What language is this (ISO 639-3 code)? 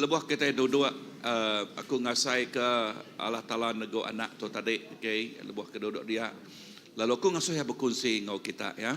iba